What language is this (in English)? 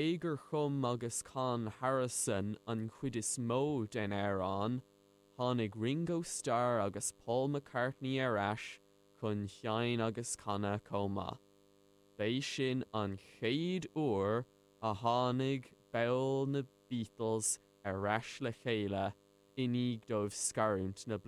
Irish